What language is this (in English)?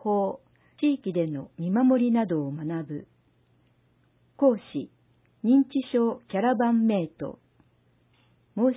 Japanese